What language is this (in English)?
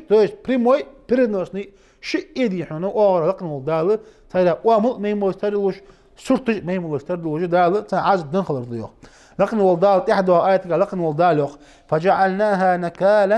Ingush